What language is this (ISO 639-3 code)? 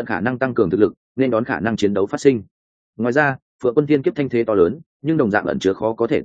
vie